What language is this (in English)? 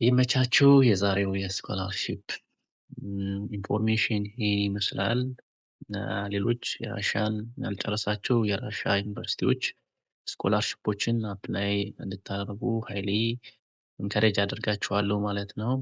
Amharic